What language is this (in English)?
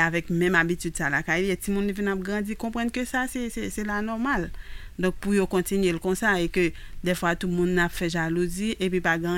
Haitian Creole